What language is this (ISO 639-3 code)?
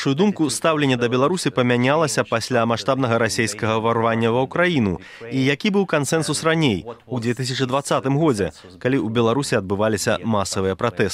bel